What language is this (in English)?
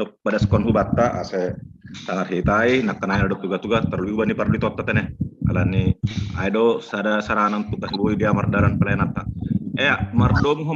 Batak Simalungun